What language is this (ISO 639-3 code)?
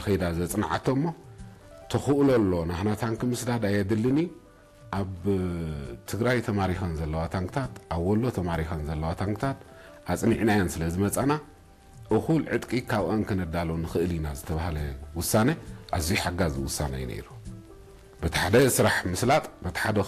tir